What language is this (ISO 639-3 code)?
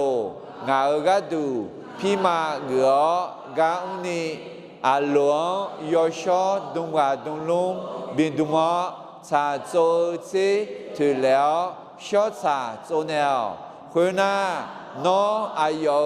ahk